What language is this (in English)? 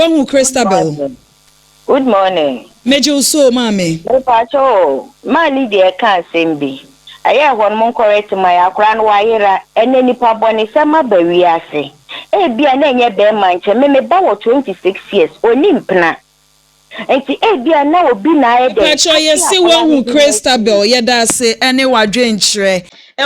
Akan